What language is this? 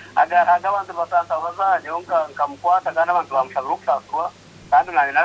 Nyankole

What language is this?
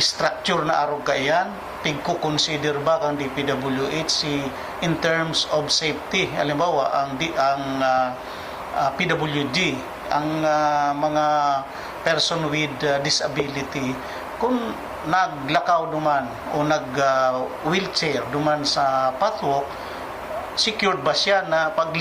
Bikol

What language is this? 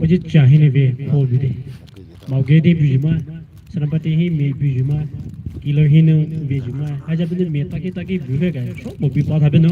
Poumei Naga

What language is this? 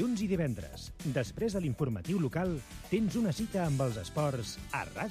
Catalan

